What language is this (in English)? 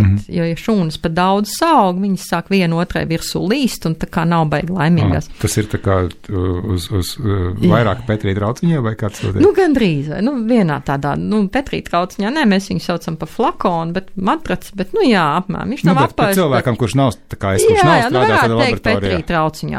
Latvian